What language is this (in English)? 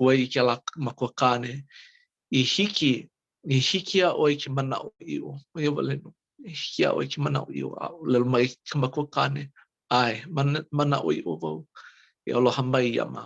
Hawaiian